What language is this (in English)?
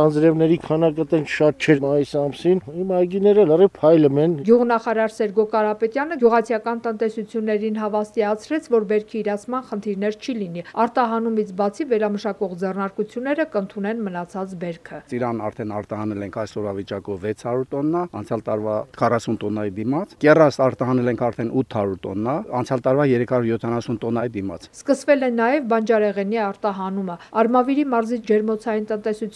Armenian